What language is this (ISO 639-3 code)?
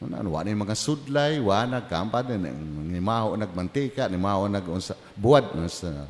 ceb